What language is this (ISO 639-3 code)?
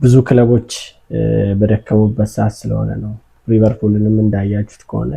amh